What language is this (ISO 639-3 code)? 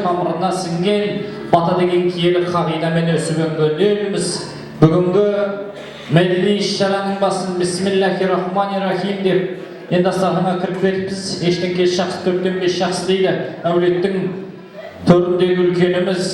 kaz